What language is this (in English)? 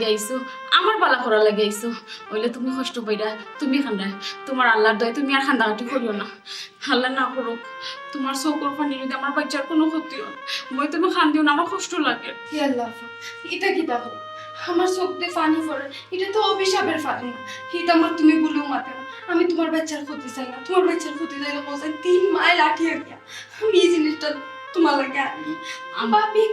Sylheti